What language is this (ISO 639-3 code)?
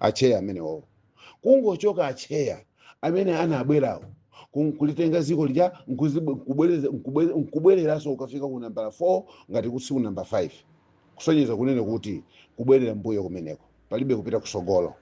nya